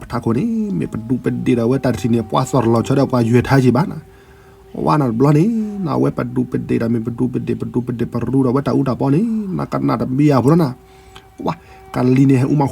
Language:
S'gaw Karen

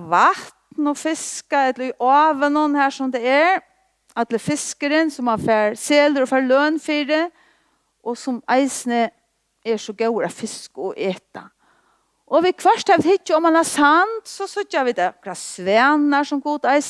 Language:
Faroese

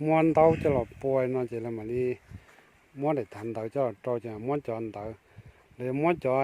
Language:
Hmong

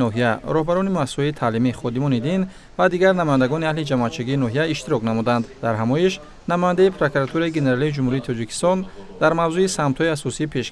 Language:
Tajik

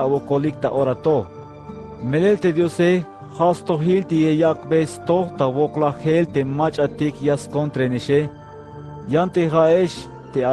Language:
Tzeltal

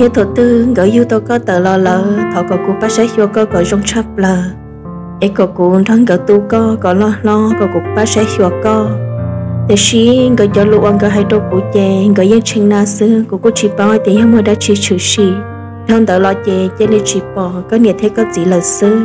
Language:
Hmong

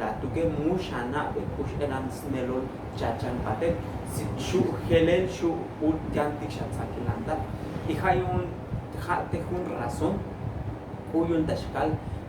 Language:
Tzotzil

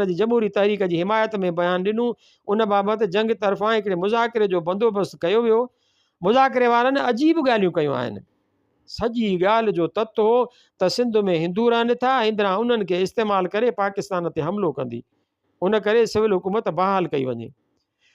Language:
Sindhi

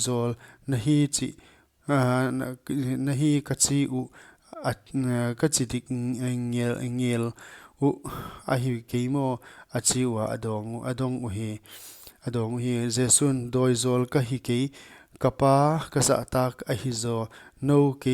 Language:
Paite Chin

